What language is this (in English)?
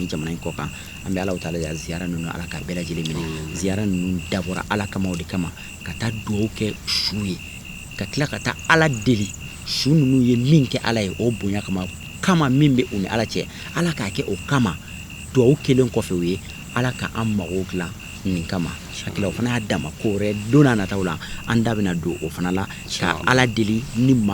Bambara